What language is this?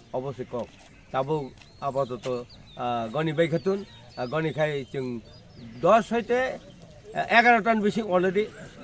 Kok Borok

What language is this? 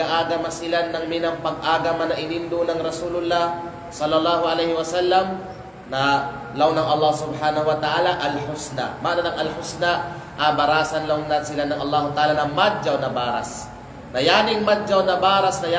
Kalagan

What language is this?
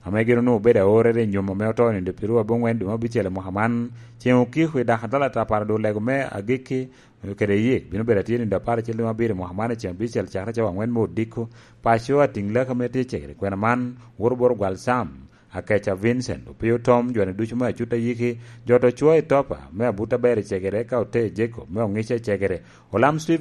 Lango (Uganda)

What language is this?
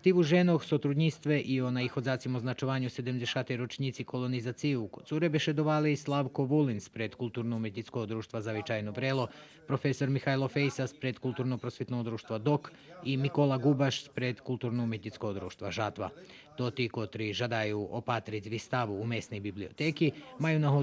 Rusyn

